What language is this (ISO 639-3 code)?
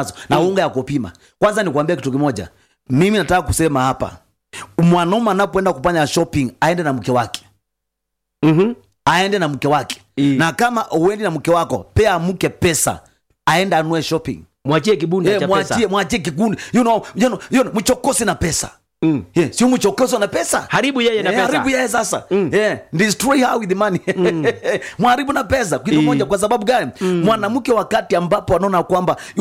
swa